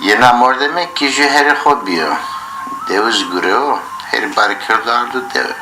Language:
Zaza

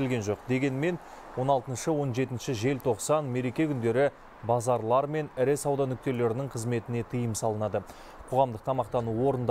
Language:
Kazakh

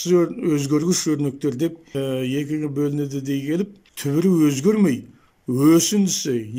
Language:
Kazakh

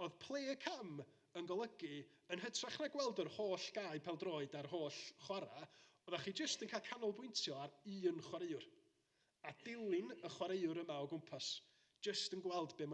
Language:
Welsh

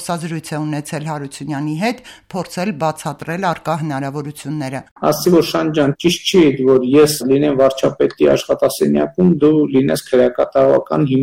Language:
Armenian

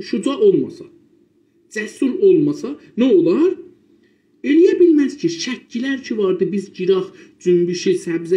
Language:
South Azerbaijani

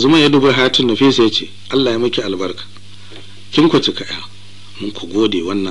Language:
Hausa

